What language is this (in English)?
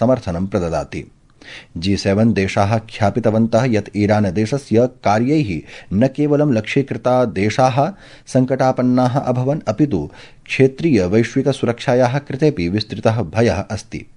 Sanskrit